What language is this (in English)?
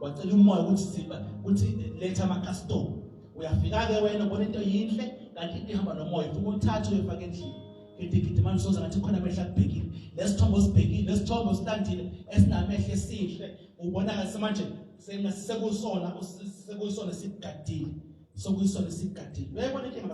Zulu